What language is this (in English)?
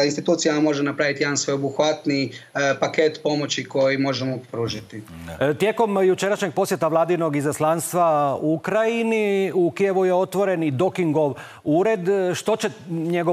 Croatian